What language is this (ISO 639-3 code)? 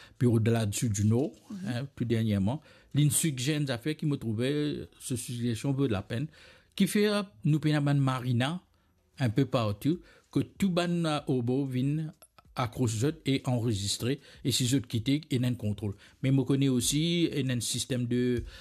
mfe